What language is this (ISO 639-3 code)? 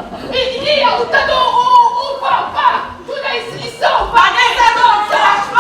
nap